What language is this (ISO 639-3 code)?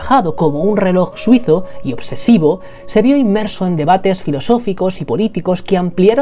spa